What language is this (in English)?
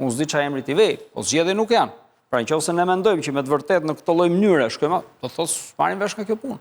Albanian